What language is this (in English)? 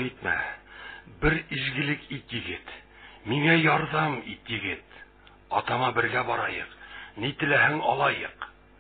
Bashkir